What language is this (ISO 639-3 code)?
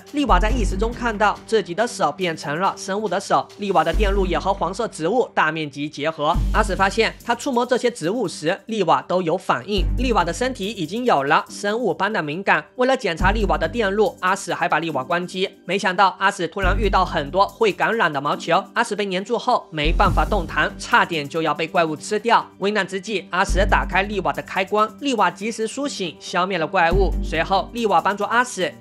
zho